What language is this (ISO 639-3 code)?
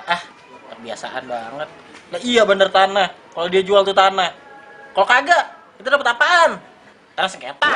bew